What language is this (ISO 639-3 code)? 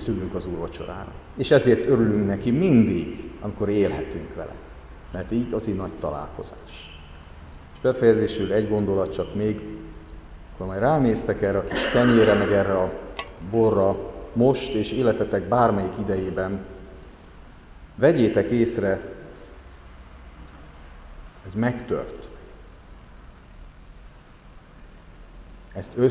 hun